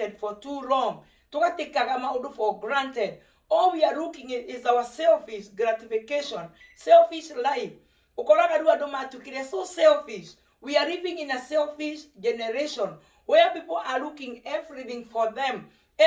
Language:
Kikuyu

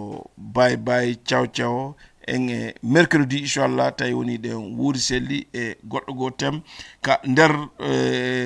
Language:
Fula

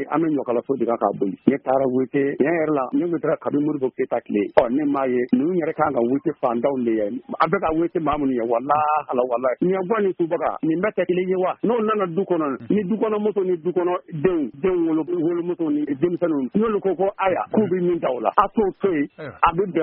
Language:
Bambara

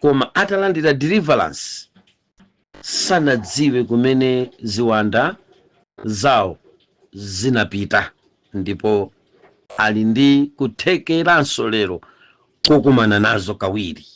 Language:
Nyanja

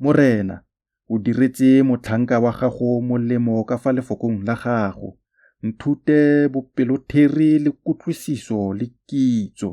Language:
Tswana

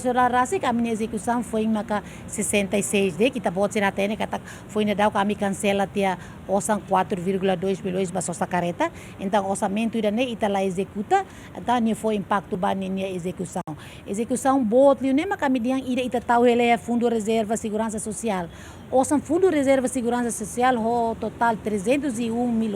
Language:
Tetum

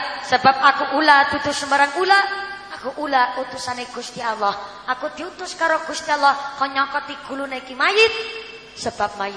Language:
Javanese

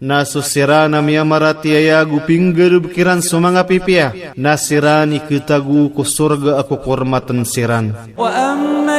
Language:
Maranao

